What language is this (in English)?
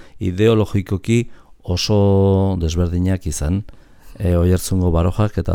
Basque